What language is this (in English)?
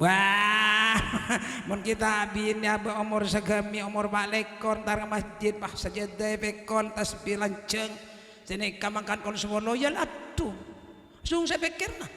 Madurese